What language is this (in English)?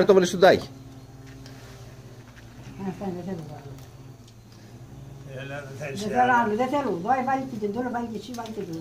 Greek